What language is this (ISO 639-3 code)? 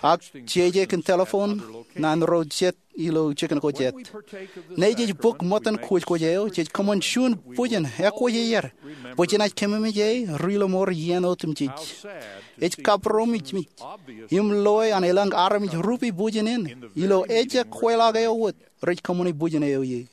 mah